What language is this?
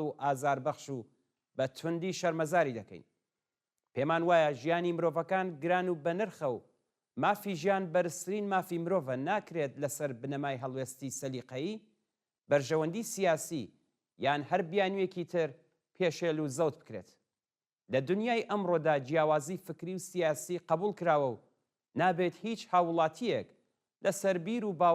Central Kurdish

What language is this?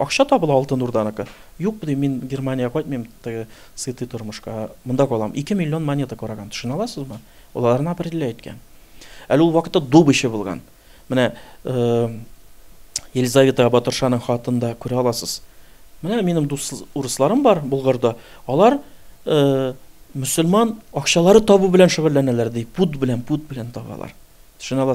Tatar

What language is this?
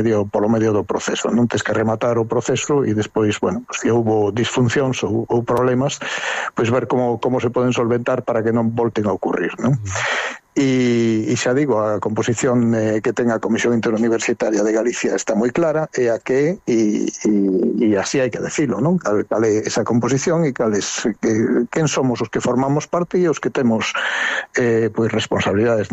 Galician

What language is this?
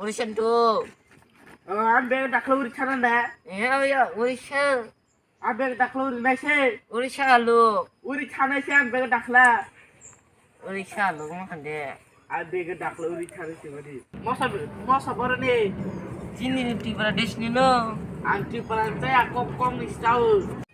Kok Borok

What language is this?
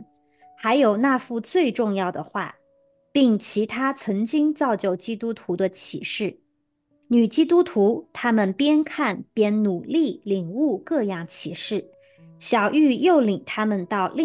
Chinese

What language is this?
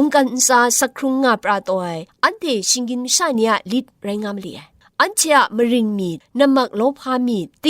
Kachin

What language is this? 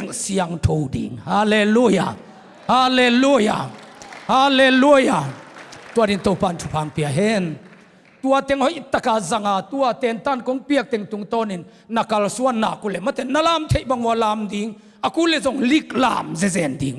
Tedim Chin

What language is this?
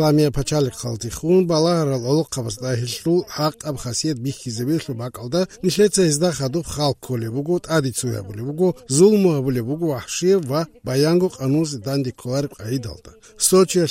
Avaric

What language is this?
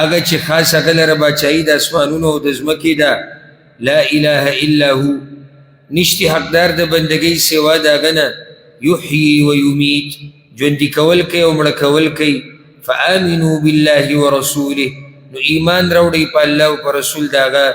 Pashto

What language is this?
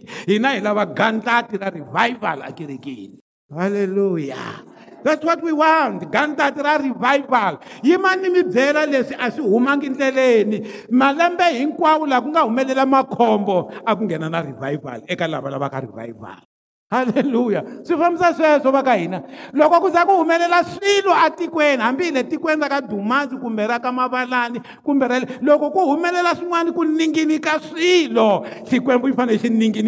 Tsonga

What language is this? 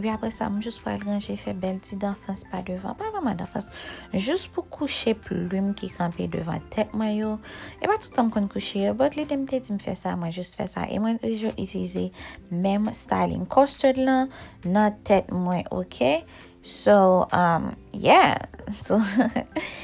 Haitian Creole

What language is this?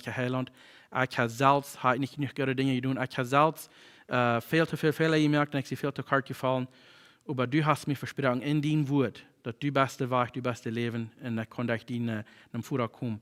Plautdietsch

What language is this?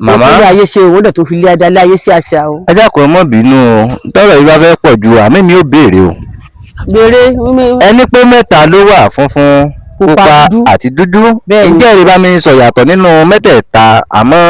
Yoruba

